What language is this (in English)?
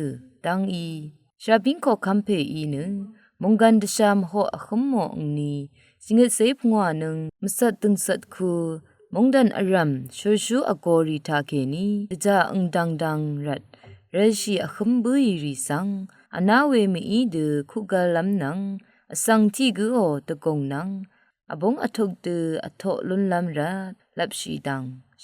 Rawang